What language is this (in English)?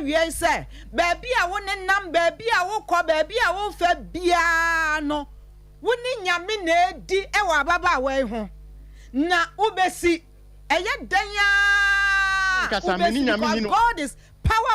Akan